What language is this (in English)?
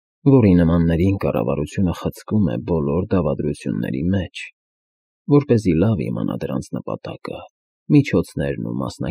Armenian